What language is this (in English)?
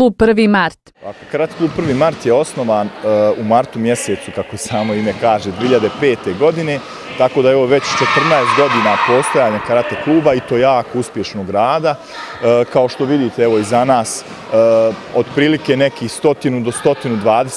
Bosnian